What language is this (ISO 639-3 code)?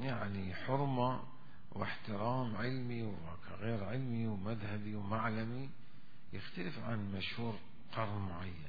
acm